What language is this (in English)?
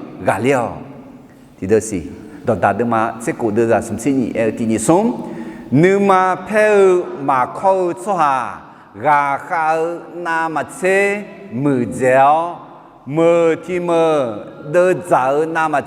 Akha